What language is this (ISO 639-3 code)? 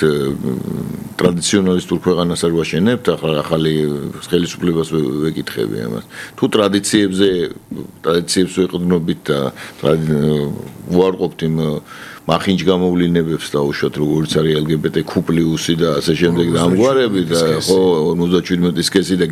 kat